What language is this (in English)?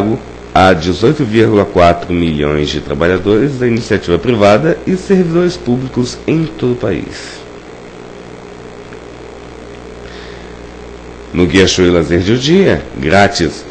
Portuguese